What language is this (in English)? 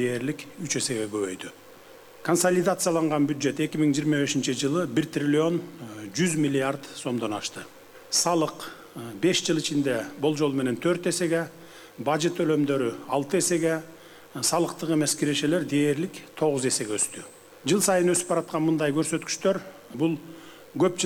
Kyrgyz